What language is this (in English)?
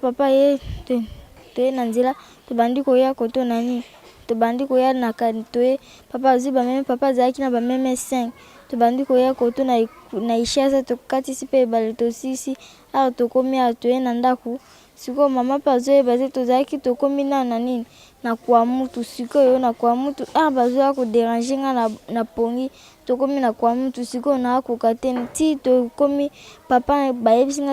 Lingala